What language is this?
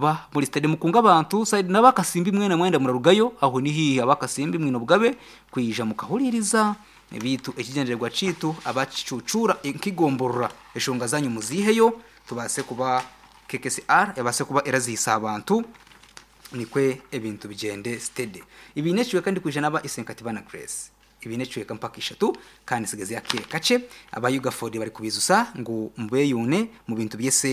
Nyankole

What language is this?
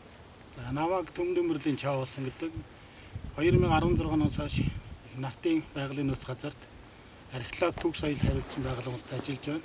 Mongolian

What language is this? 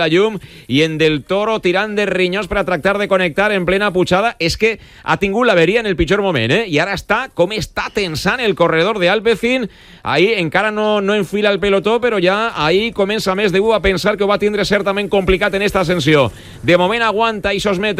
Catalan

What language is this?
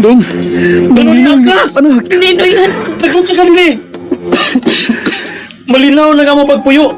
Cebuano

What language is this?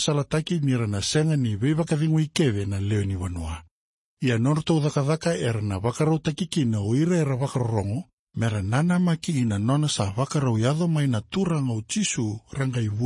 Fijian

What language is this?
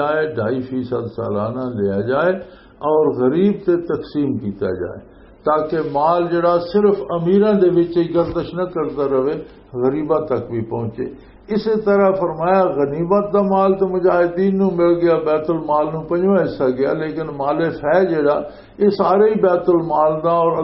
Western Panjabi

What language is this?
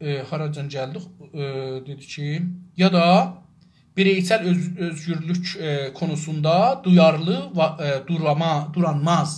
South Azerbaijani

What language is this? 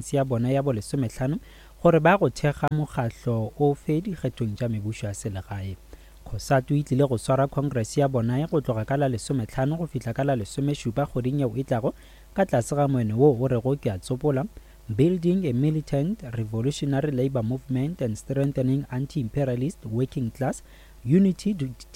Northern Sotho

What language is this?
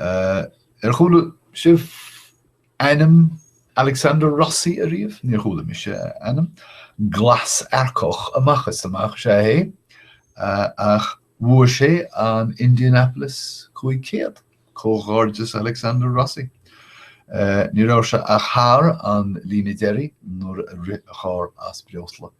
Irish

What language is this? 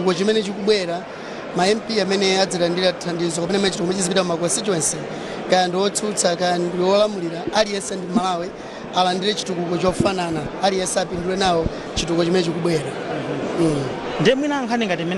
Nyanja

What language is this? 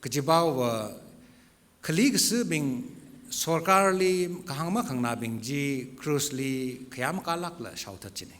Tangkhul Naga (India)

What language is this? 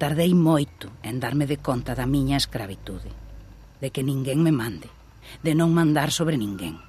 Galician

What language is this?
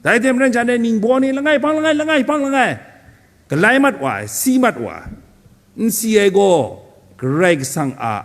Kachin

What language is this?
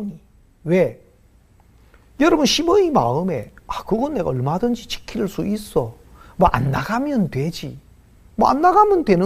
Korean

